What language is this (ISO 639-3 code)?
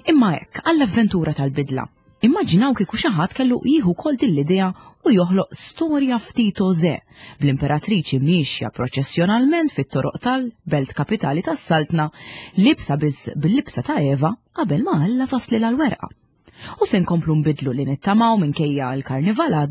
mlt